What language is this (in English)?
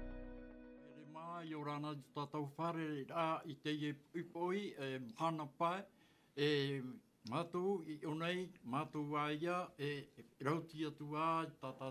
Tahitian